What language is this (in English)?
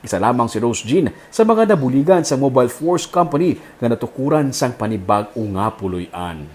Hiligaynon